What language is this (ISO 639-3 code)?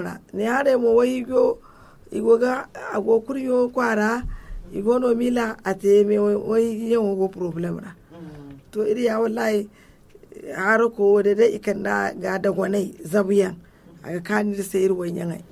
dje